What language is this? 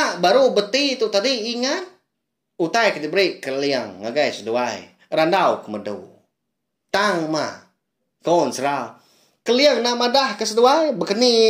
Iban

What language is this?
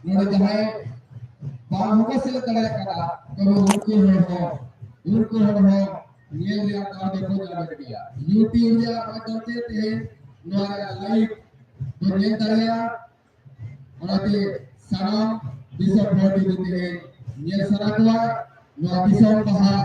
Santali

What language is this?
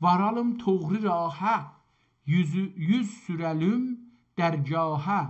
South Azerbaijani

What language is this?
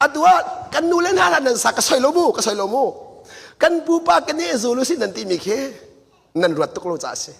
Hakha Chin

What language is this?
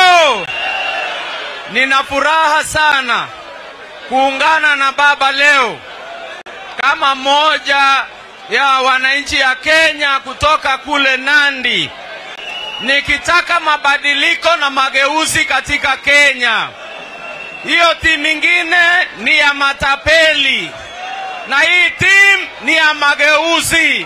Swahili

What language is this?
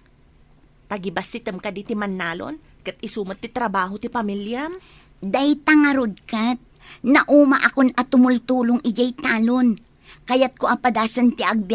Iloko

